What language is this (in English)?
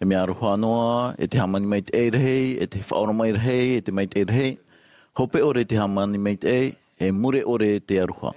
Tahitian